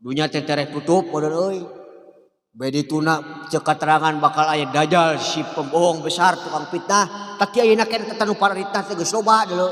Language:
Sundanese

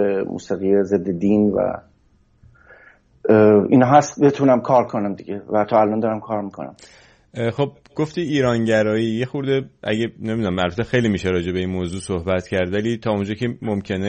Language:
Persian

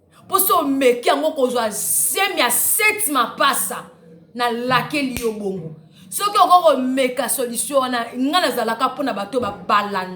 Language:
Lingala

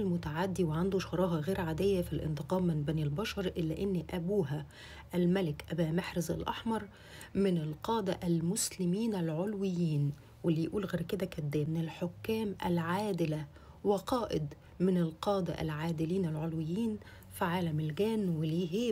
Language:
Egyptian Arabic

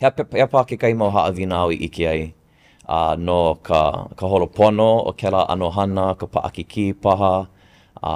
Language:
Hawaiian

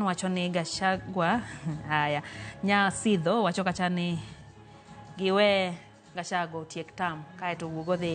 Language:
Luo (Kenya and Tanzania)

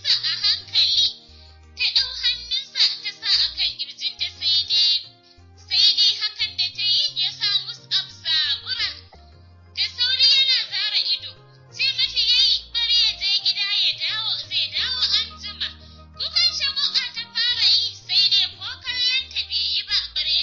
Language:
Hausa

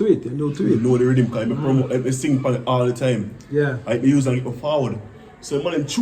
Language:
Jamaican Creole English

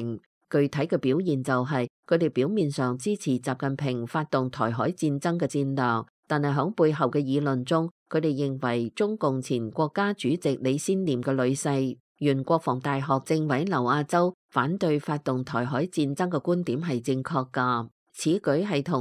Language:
Cantonese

